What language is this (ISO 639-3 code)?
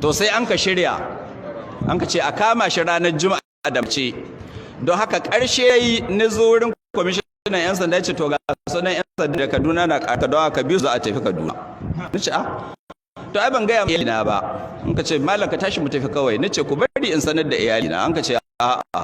hau